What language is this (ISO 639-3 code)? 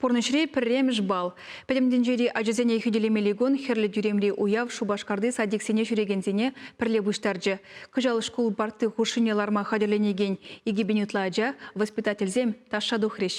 chv